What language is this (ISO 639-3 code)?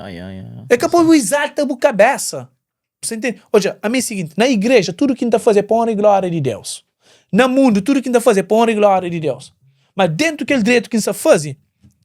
kea